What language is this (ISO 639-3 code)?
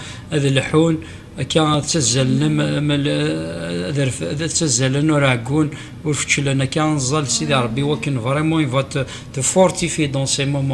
kab